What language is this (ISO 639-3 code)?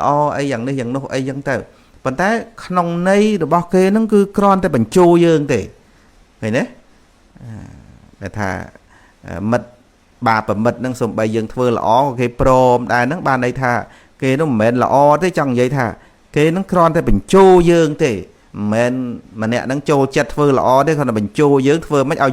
khm